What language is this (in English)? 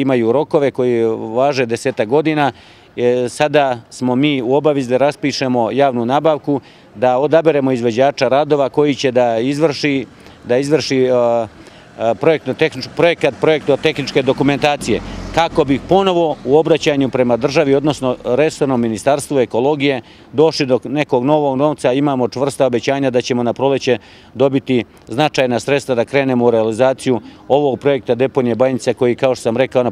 Serbian